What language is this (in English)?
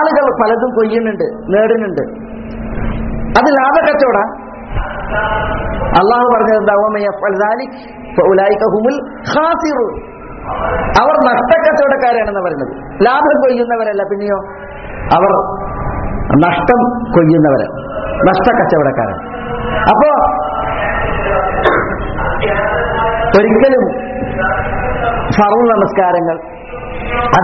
Malayalam